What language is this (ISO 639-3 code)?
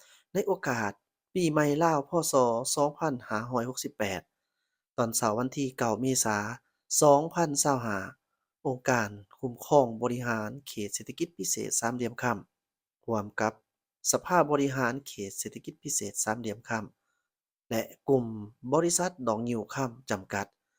lao